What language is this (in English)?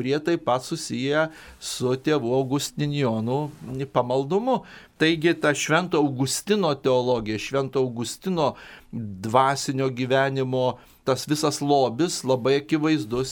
Lithuanian